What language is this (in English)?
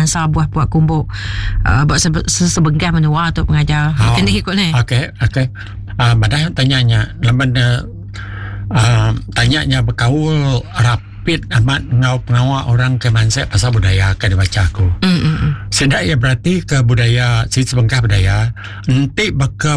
Iban